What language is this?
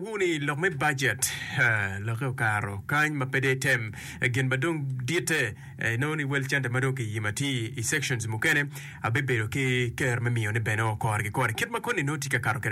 Acoli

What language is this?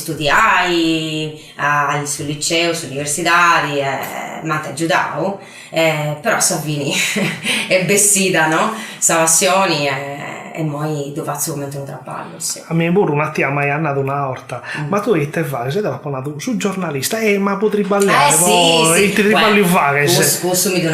Sardinian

